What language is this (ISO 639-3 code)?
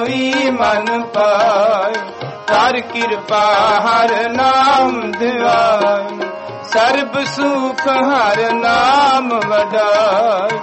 pan